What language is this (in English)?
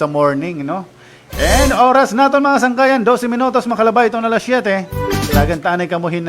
Waray